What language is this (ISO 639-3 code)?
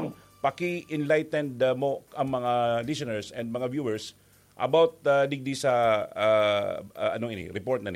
bik